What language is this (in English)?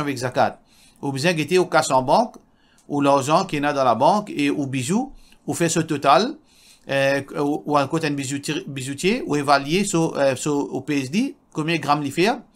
Morisyen